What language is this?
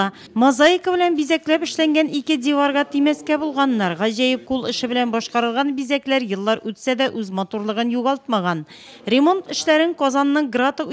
Tatar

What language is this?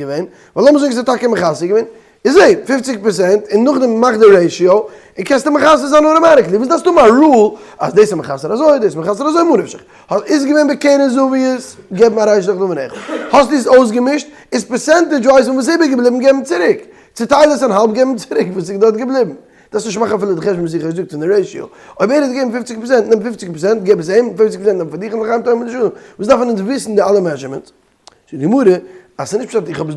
Yiddish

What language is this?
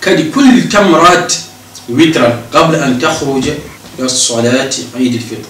Fula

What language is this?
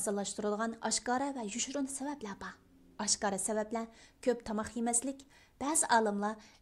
Uyghur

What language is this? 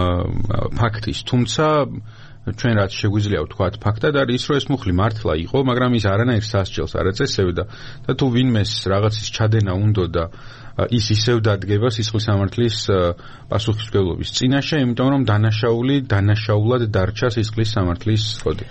Georgian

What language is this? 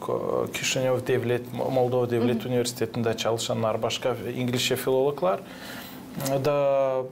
Gagauz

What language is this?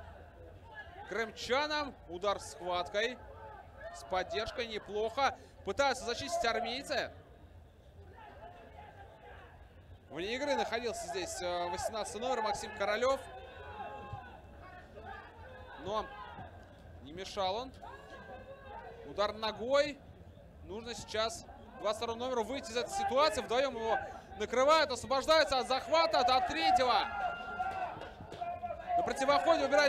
Russian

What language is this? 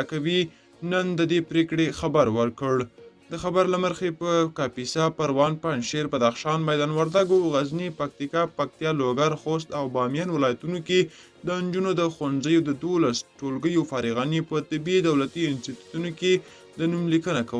Pashto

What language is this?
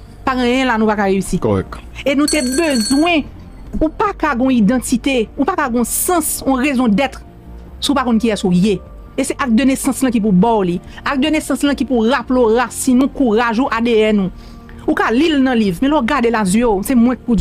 Haitian Creole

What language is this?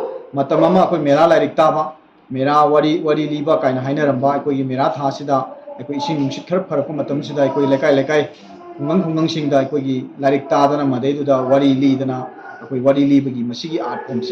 Manipuri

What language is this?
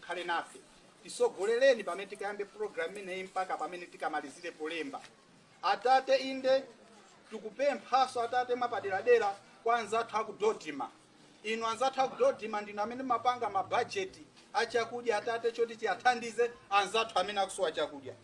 Nyanja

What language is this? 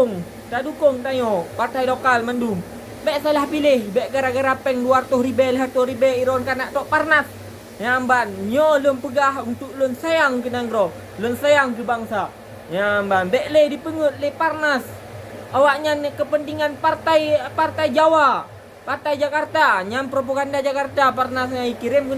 Achinese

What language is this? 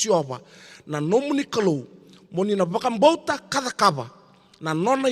Fijian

